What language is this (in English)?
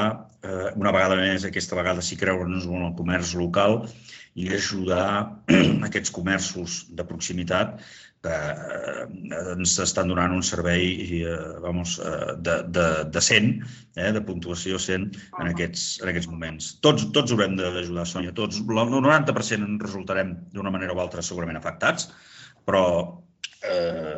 Catalan